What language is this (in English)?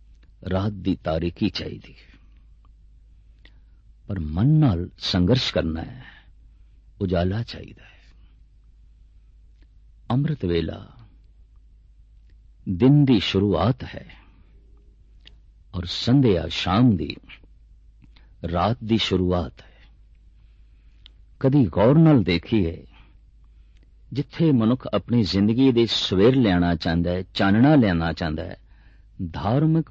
Punjabi